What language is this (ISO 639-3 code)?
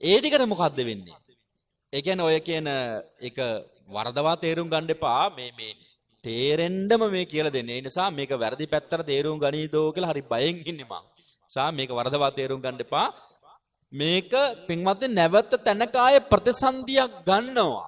sin